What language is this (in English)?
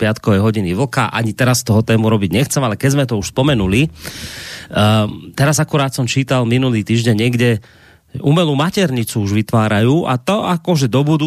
Slovak